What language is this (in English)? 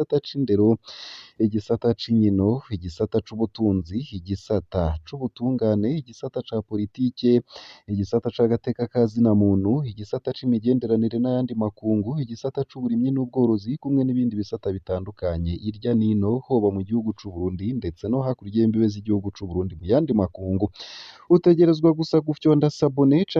Rundi